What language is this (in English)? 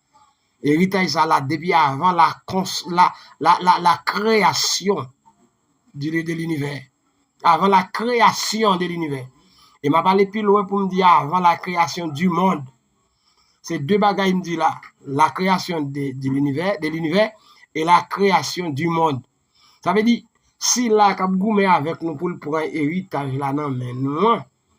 Haitian Creole